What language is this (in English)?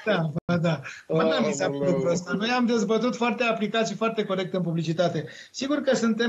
Romanian